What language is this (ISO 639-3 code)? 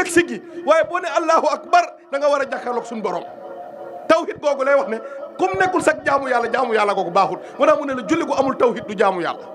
wol